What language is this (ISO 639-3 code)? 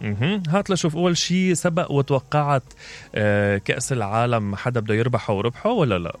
acm